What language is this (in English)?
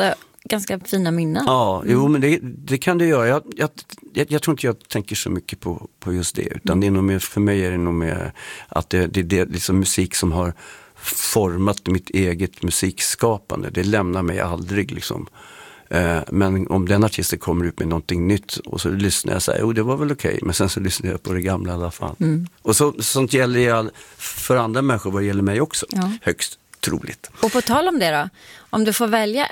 Swedish